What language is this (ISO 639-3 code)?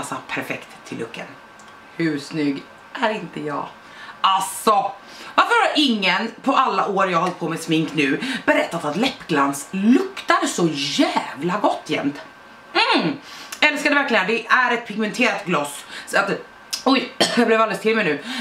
swe